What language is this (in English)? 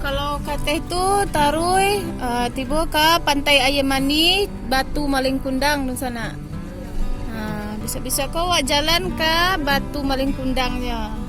Minangkabau